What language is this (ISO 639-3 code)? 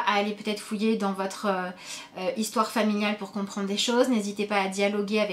fra